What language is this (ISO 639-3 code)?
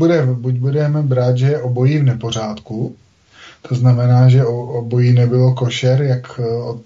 ces